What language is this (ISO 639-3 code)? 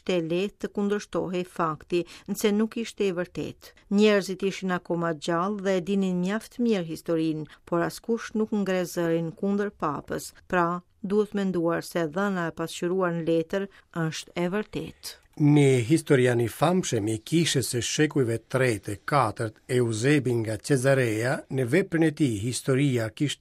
sqi